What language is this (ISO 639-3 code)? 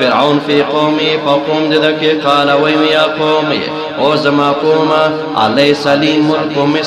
pus